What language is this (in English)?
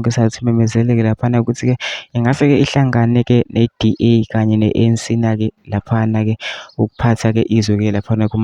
Zulu